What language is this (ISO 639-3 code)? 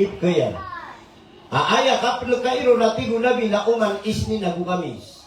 mrw